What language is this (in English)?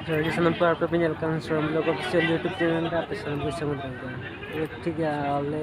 Santali